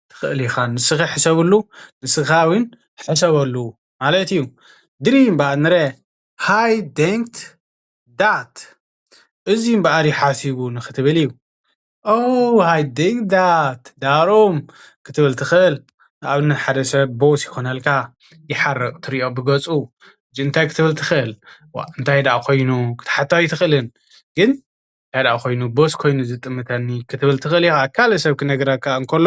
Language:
Tigrinya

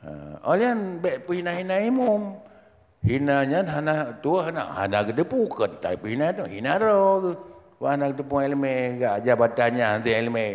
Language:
Achinese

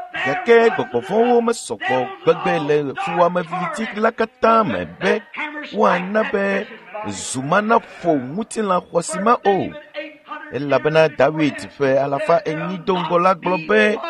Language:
Ewe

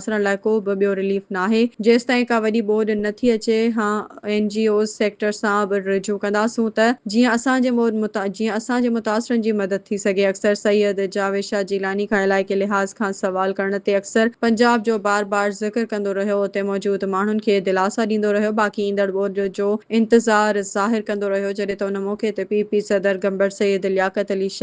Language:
Sindhi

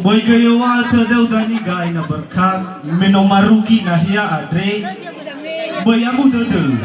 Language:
Nias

